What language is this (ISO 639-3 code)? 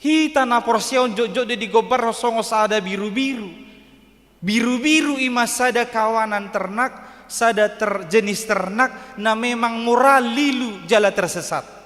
bbc